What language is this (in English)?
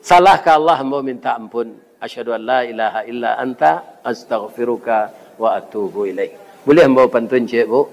Minangkabau